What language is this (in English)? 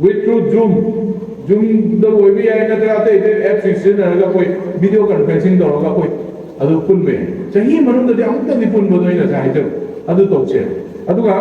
Manipuri